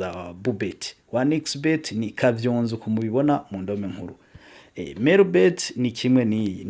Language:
Rundi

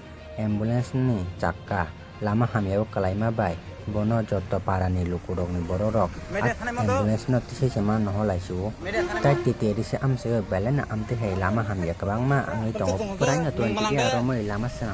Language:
Kok Borok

